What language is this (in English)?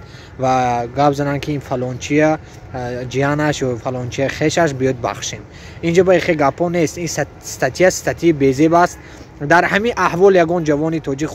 Tajik